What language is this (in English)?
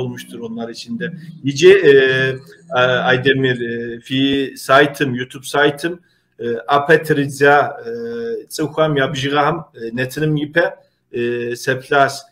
Kabardian